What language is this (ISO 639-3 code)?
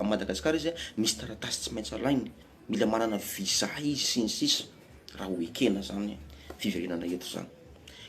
mlg